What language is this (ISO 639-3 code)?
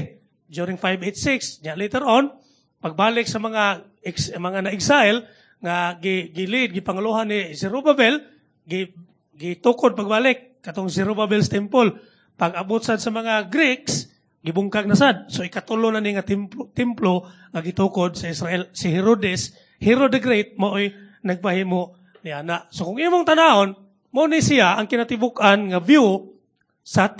ceb